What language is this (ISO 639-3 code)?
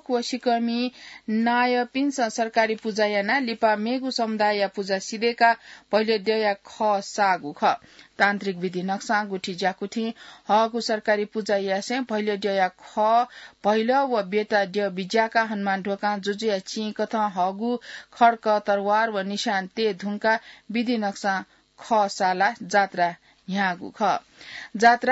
new